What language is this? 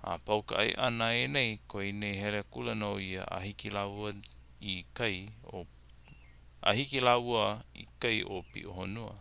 Hawaiian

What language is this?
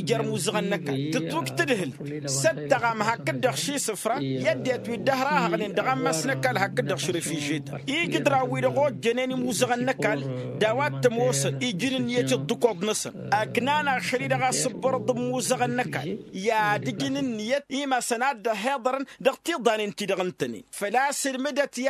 Tamasheq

